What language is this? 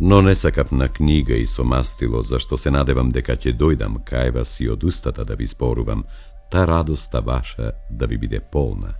Macedonian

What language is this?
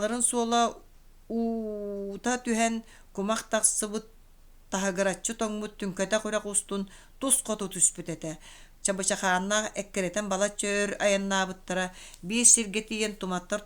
Yakut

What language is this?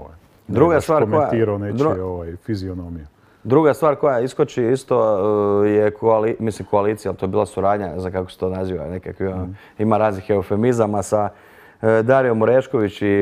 Croatian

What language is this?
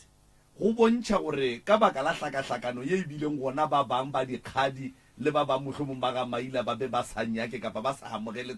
Northern Sotho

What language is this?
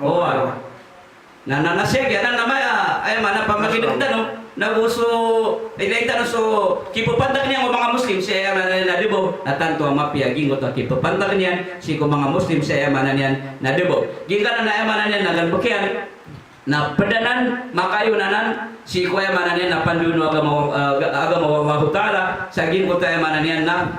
Maranao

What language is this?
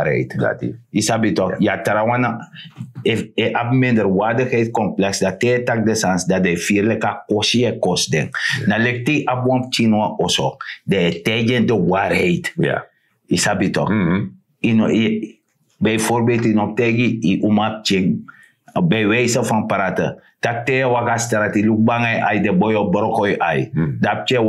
Sranan Tongo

